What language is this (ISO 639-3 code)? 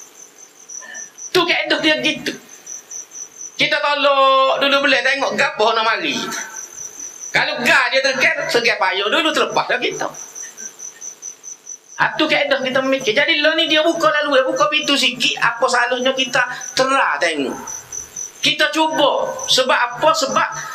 msa